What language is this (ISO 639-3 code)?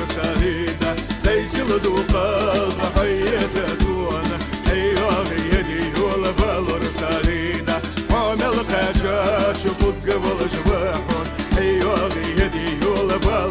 inh